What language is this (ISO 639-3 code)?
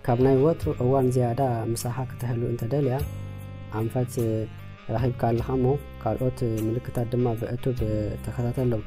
tir